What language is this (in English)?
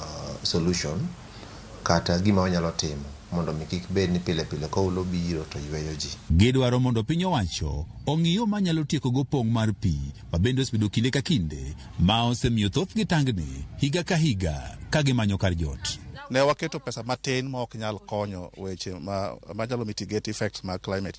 Luo (Kenya and Tanzania)